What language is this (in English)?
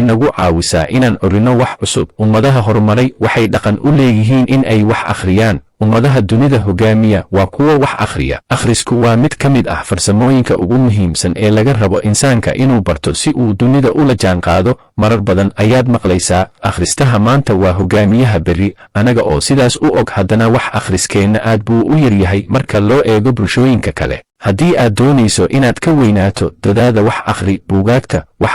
Somali